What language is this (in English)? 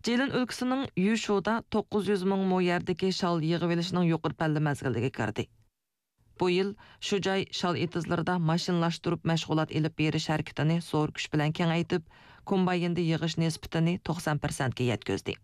Uyghur